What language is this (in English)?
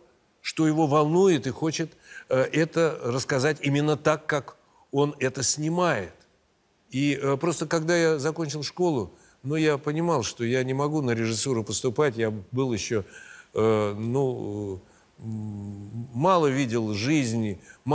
Russian